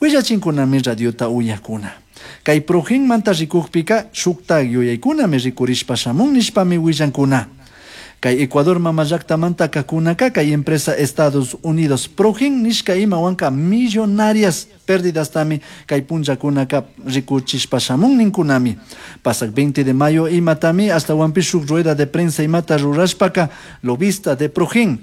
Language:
Chimborazo Highland Quichua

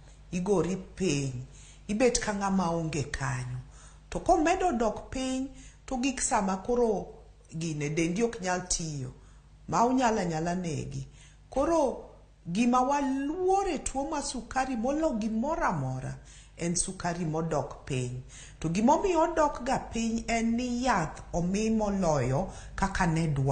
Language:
Luo (Kenya and Tanzania)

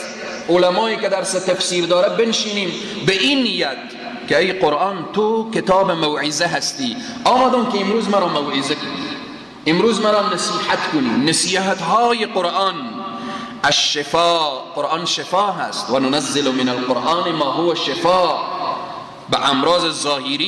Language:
Persian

